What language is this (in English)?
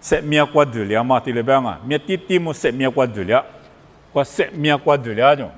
Lisu